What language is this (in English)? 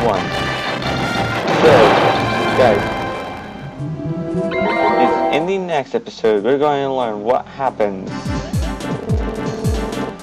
English